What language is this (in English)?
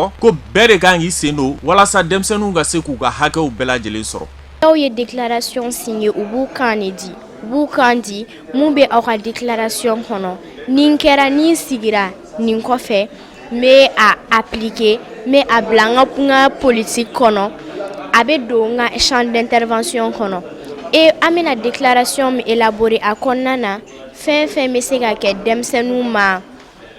Bambara